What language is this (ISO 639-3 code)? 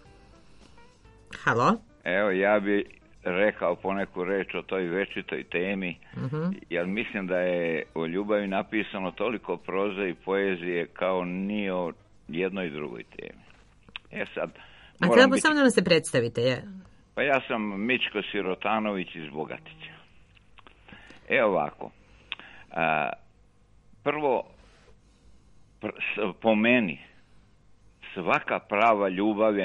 srp